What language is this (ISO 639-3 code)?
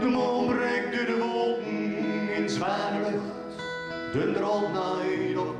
gos